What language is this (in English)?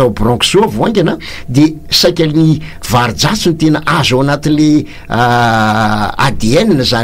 Malagasy